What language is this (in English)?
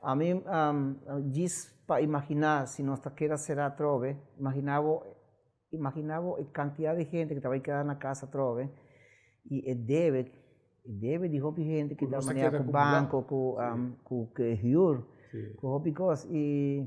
Papiamento